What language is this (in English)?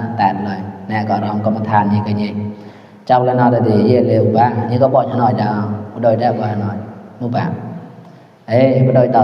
Mon